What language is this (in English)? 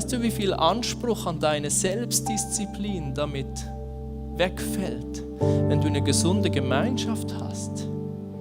Swiss German